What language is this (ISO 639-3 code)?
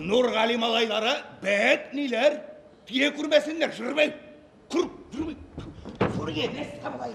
tat